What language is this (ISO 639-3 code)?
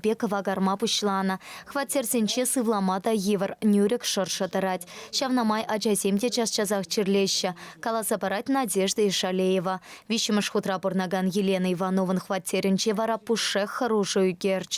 chv